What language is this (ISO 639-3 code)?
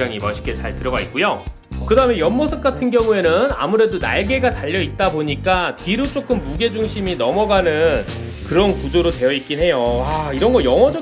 kor